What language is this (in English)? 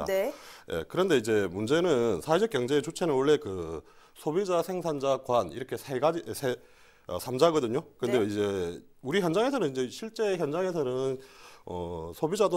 Korean